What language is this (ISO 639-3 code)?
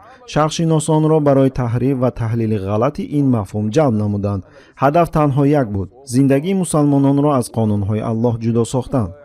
tgk